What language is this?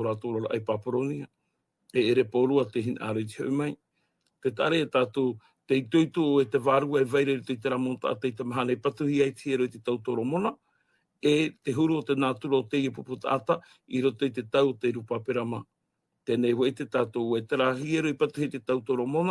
Tahitian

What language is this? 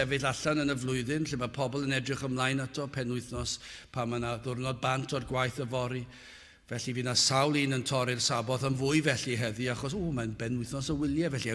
Welsh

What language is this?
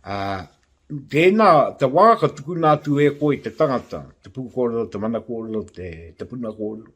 Māori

